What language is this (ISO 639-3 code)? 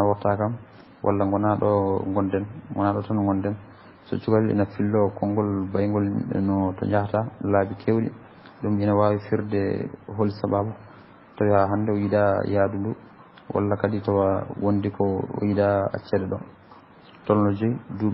ful